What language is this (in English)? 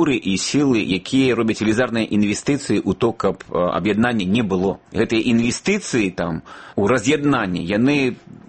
Belarusian